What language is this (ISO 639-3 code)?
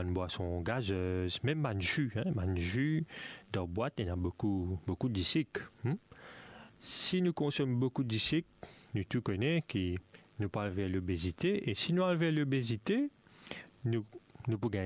mfe